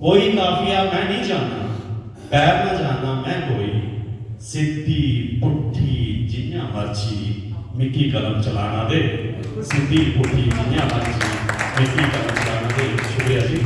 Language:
Dogri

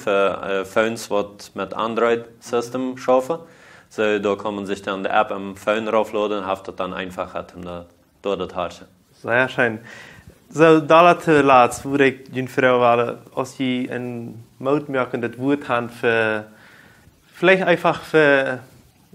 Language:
Plautdietsch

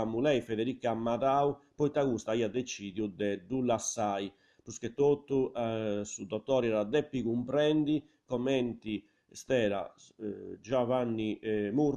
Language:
Sardinian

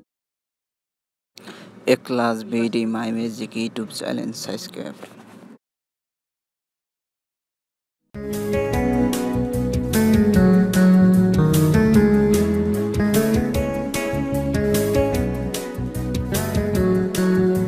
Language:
Bangla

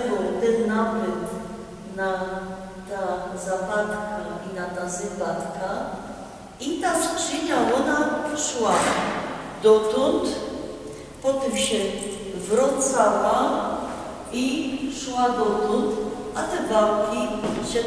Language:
Silesian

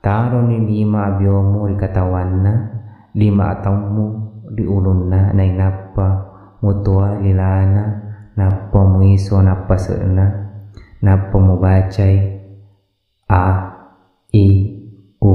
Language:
Buginese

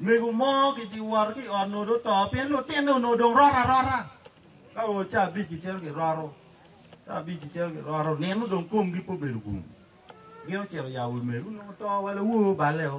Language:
Acoli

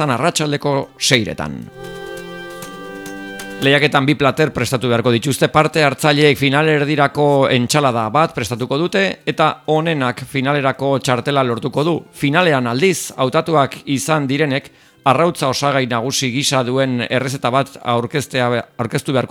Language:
Basque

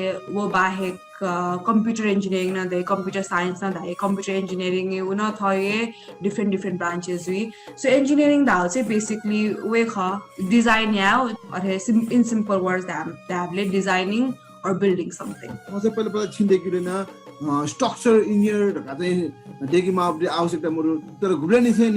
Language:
Newari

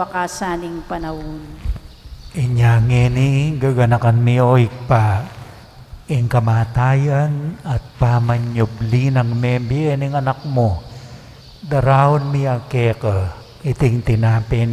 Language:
Pampanga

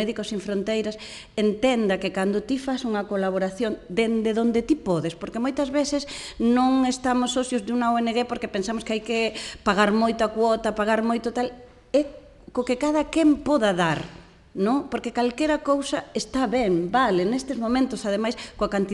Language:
Galician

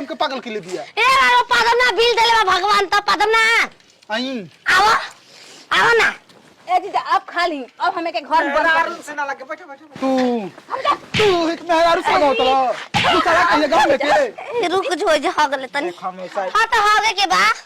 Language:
Maithili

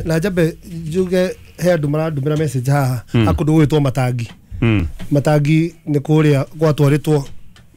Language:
Kikuyu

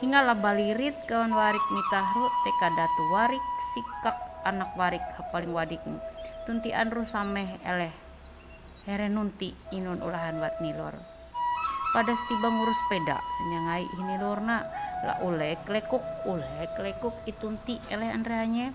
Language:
Ma'anyan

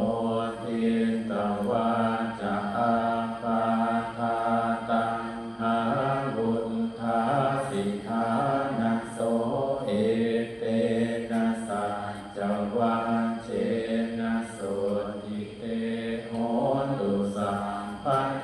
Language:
Pali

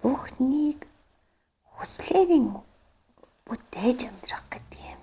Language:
Mongolian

